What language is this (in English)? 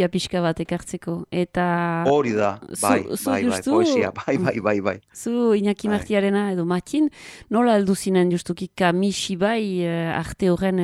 Basque